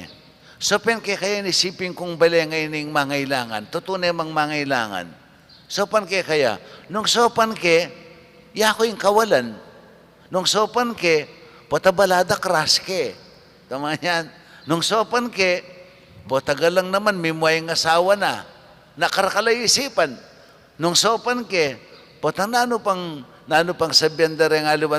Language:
Pampanga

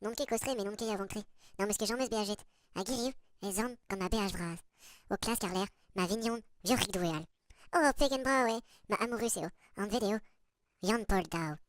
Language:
Breton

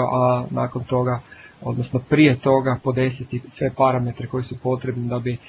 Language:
Croatian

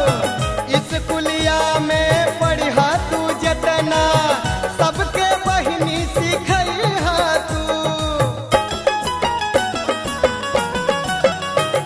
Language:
Bhojpuri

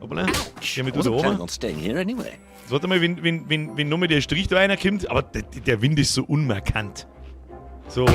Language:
Bavarian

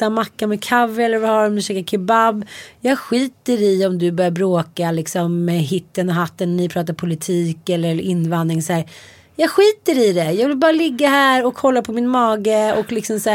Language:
Swedish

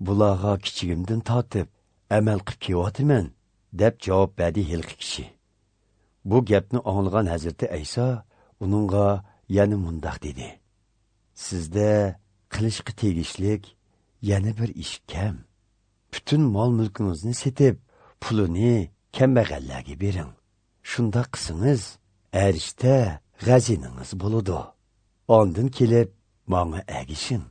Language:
Uyghur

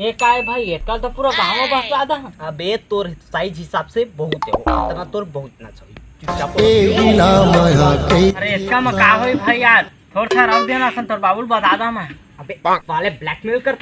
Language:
Chhattisgarhi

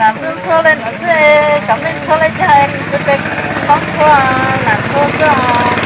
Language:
Hmong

